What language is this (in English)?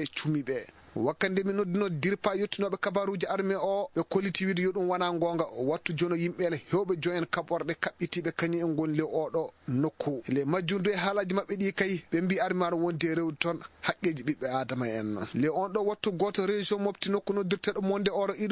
Maasina Fulfulde